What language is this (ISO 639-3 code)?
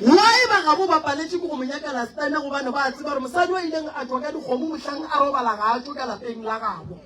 nso